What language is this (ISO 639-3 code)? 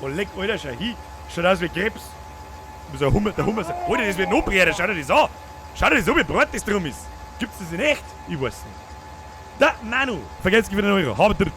bar